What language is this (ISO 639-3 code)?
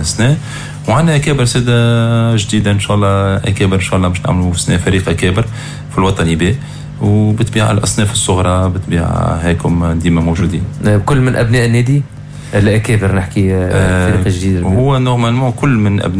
aeb